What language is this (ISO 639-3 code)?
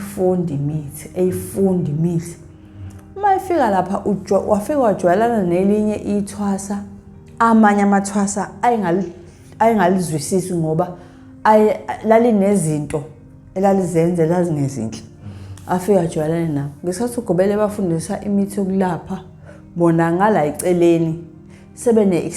zul